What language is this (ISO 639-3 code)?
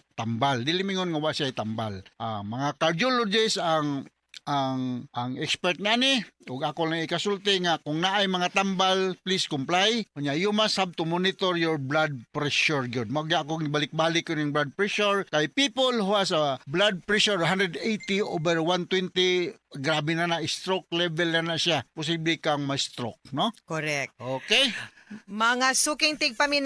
ceb